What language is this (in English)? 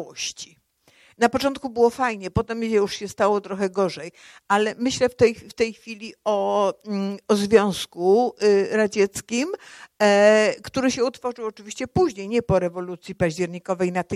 Polish